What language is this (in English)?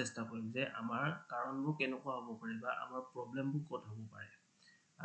Assamese